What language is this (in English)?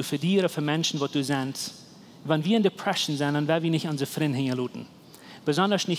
Plautdietsch